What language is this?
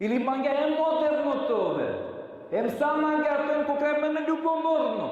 Balkan Romani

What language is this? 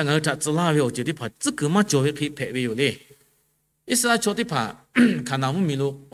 Lahu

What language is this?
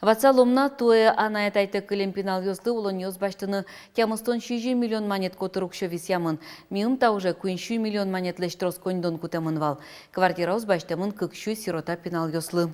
Udmurt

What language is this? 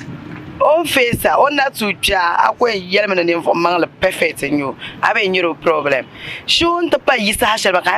Dagbani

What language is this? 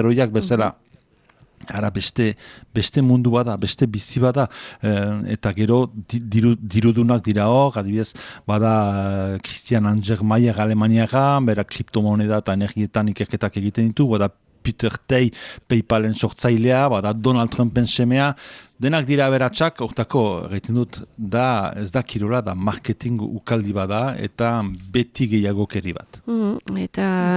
Basque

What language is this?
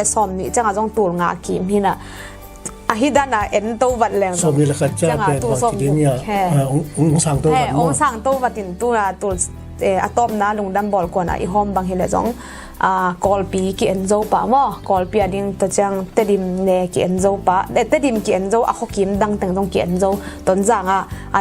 Tedim Chin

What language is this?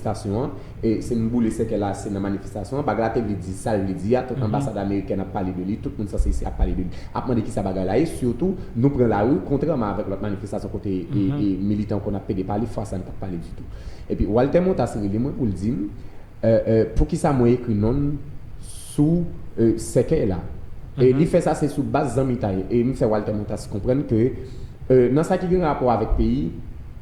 Haitian Creole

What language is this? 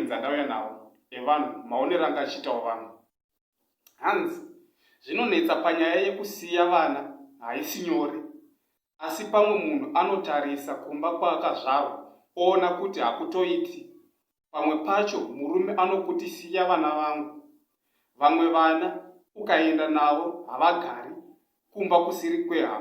Shona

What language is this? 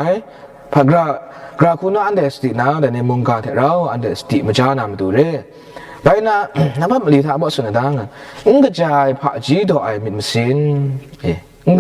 Kachin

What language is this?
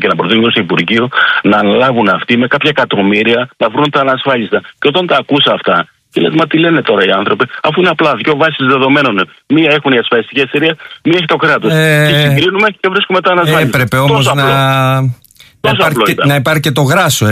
Greek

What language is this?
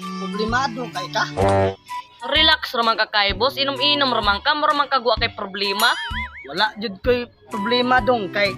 Cebuano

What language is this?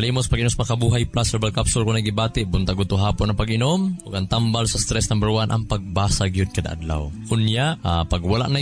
Cebuano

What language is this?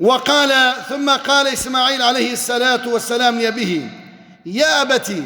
Kurdish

